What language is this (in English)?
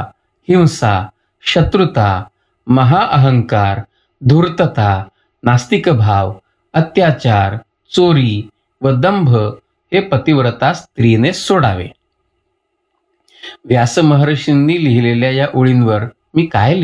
Marathi